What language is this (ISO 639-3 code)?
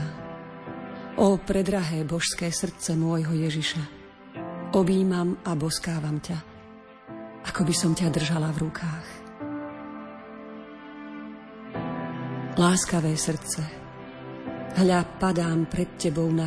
slk